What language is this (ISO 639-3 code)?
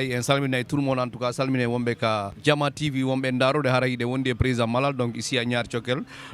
ful